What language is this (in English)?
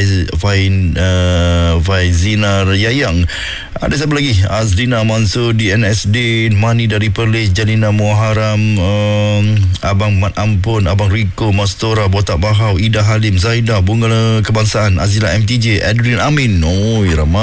Malay